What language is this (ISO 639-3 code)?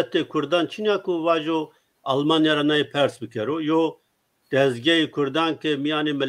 zza